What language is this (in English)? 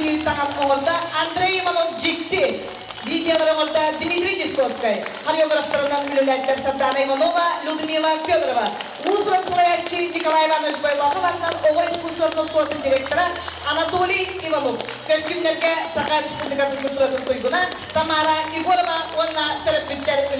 Yakut